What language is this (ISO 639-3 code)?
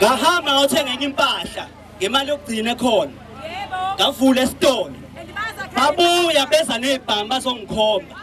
zul